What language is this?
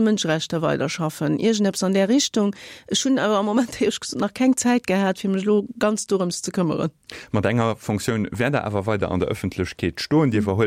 Luxembourgish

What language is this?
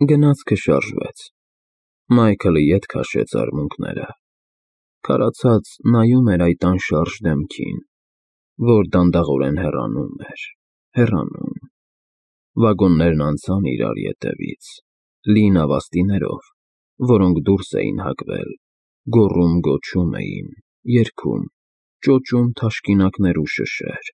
Armenian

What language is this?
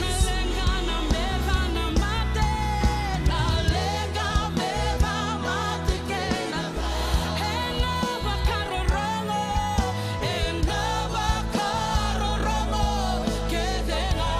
Fijian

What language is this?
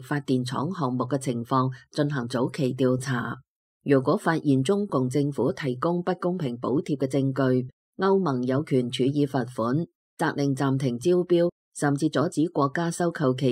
Cantonese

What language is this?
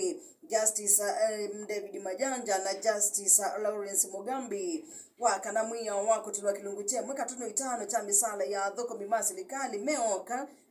Kamba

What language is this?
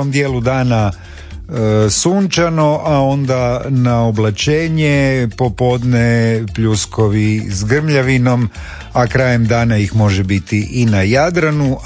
Croatian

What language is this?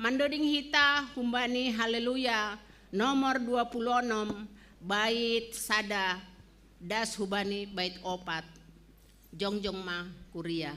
Batak Simalungun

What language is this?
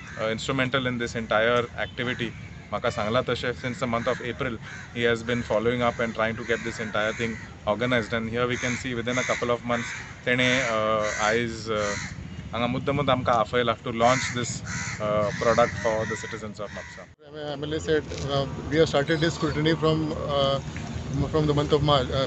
Konkani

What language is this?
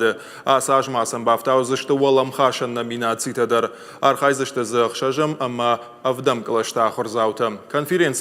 Ossetic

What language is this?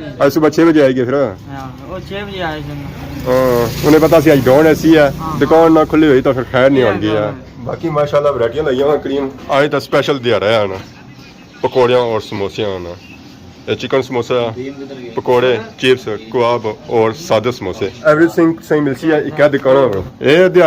Pahari-Potwari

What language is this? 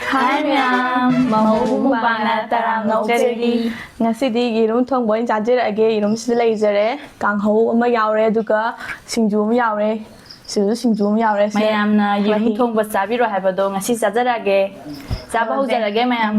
Manipuri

